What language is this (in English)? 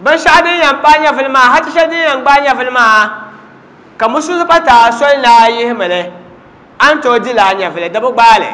Dagbani